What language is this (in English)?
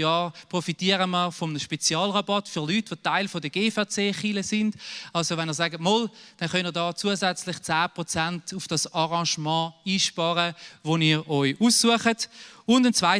Swiss German